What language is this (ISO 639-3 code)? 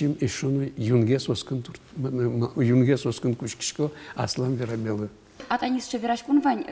udm